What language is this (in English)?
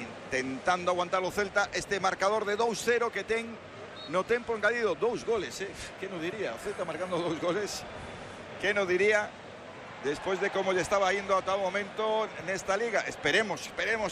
Galician